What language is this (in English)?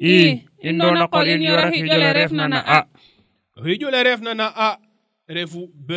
Serer